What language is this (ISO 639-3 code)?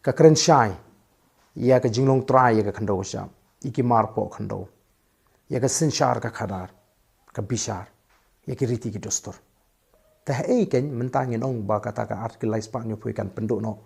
kha